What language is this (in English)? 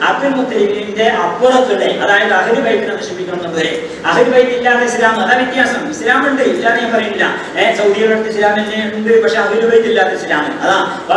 Malayalam